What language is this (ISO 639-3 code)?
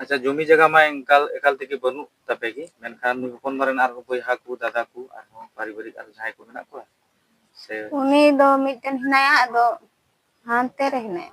sat